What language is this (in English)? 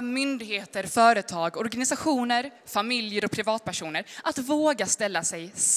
Swedish